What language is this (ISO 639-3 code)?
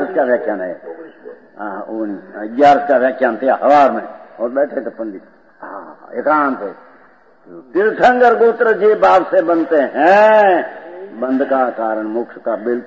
hin